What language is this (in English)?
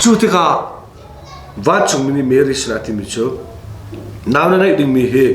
Hakha Chin